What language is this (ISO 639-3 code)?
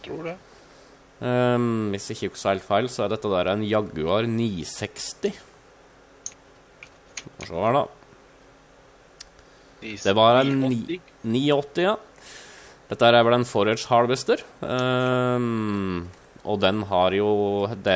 nor